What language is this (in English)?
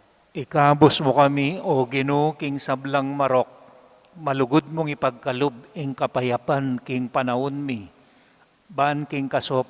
Pampanga